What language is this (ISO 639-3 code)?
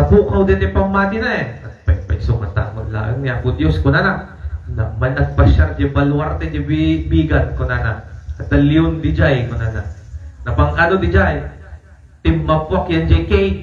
ilo